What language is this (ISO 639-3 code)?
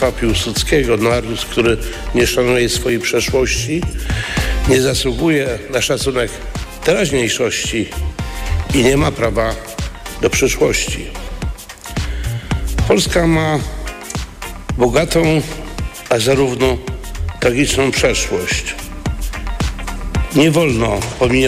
pol